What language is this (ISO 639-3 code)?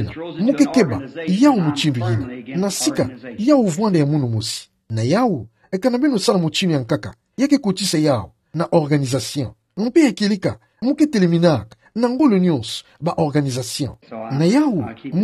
ktu